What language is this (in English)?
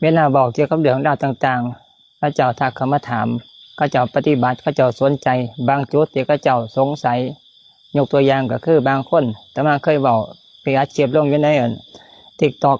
Lao